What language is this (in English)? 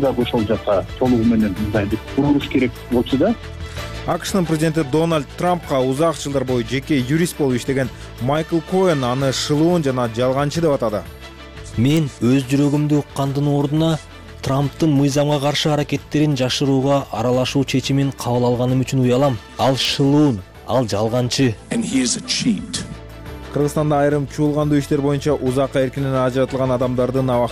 Kyrgyz